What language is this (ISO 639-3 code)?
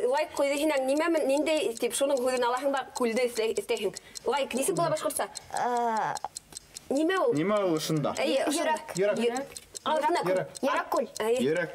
bak